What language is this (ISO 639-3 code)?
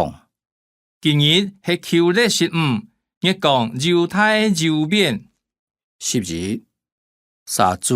hak